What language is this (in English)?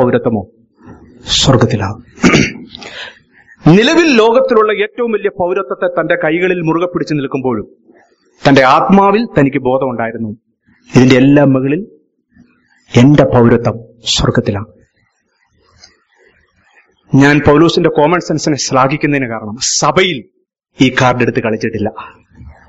Malayalam